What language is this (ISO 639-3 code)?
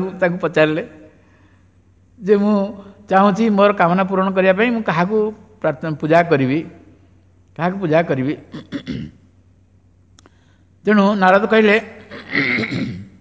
ori